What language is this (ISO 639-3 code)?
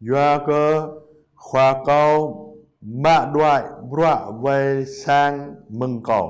jra